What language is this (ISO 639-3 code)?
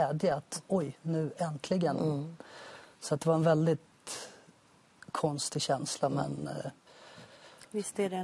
swe